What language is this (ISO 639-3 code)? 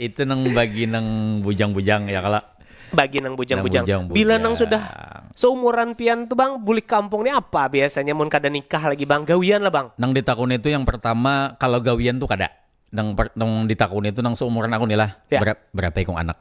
bjn